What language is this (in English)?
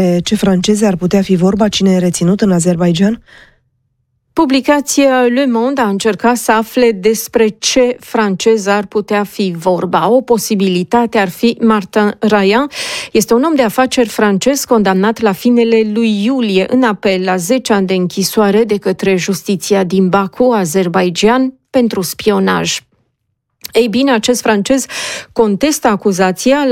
Romanian